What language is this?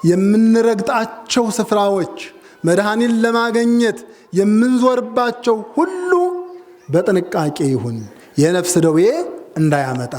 Amharic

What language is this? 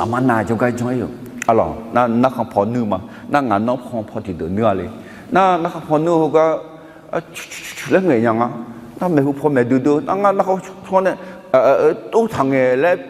Akha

